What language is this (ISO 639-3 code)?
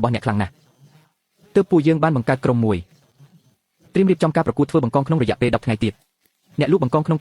khm